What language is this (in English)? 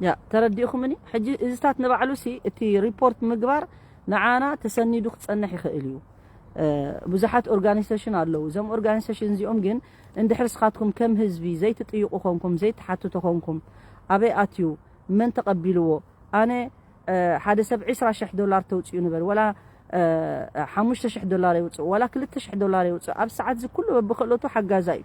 Tigrinya